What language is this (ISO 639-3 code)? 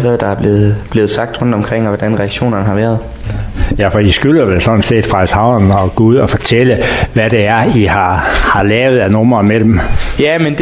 dan